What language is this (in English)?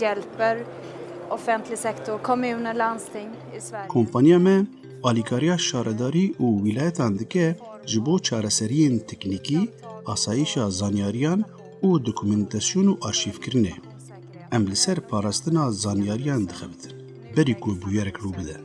Kurdish